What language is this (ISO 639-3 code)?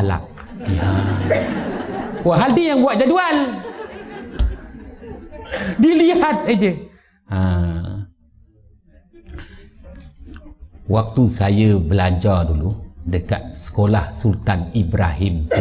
msa